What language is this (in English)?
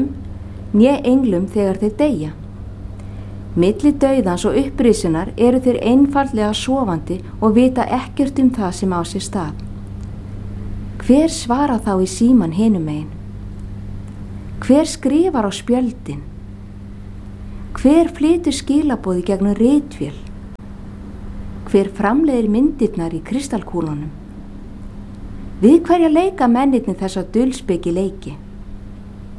Icelandic